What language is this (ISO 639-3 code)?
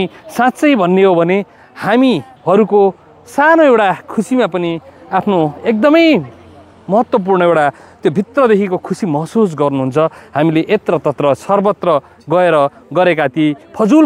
nep